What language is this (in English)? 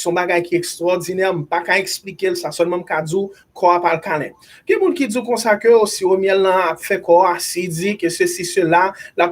Haitian Creole